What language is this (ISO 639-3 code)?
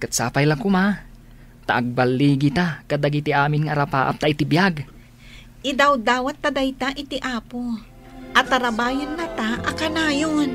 ilo